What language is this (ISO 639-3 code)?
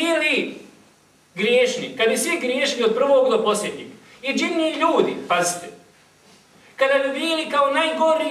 bos